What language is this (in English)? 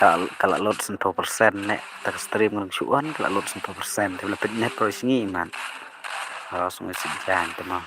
Khasi